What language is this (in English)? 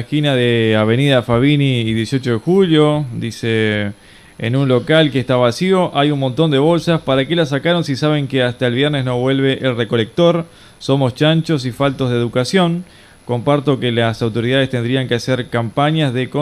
Spanish